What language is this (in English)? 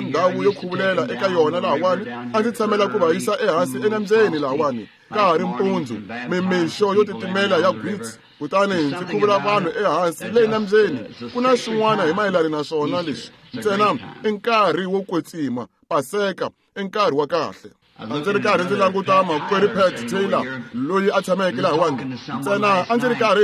Tsonga